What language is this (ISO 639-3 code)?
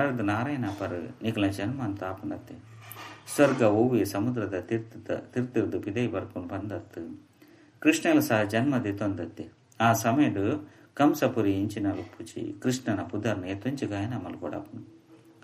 tcy